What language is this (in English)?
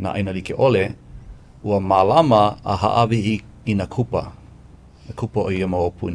Hawaiian